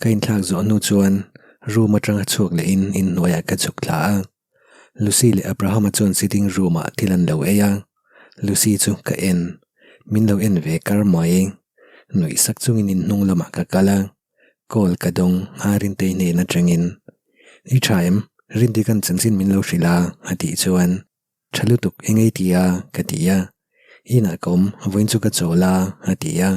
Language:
Mizo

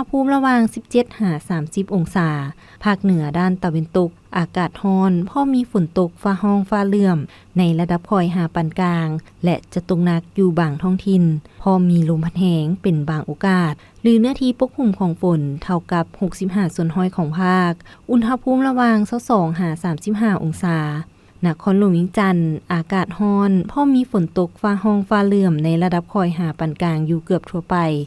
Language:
Lao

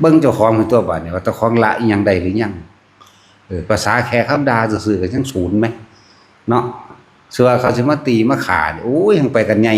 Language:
Northeastern Thai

